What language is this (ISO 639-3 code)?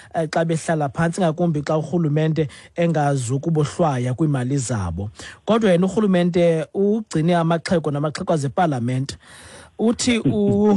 xho